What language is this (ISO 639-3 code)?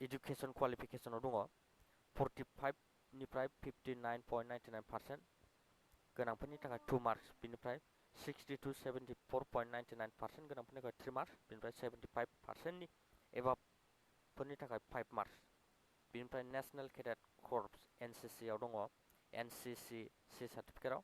brx